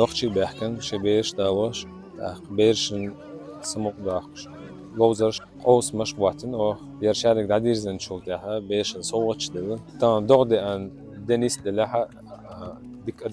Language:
Chechen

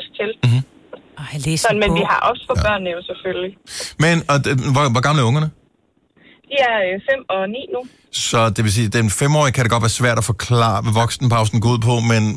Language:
Danish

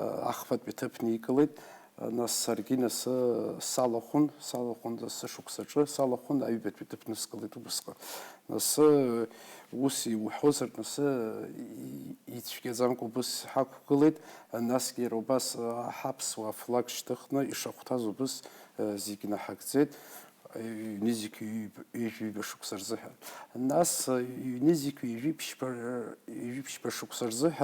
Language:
Abkhazian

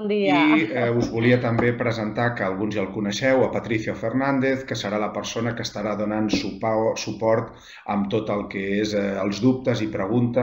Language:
Catalan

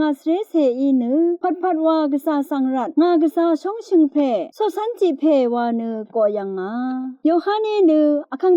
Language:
Rawang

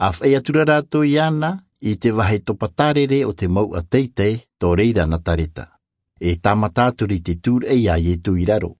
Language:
Tahitian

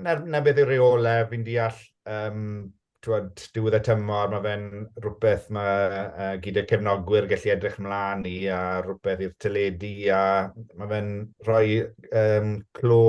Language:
Welsh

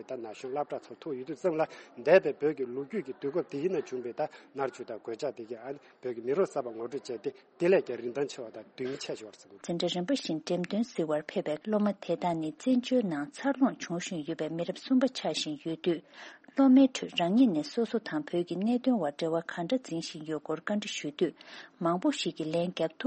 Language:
Tibetan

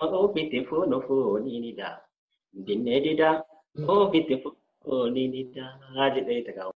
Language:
Oromo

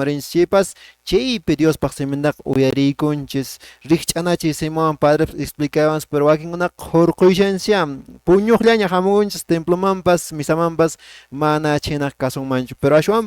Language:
Quechua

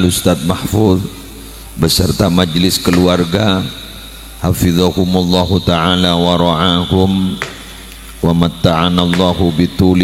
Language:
Madurese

